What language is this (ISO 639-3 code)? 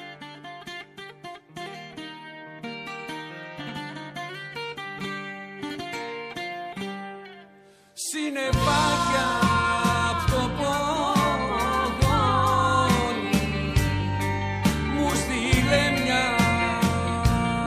ell